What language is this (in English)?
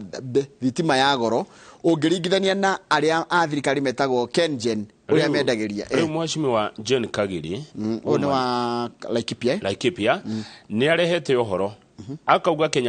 Kikuyu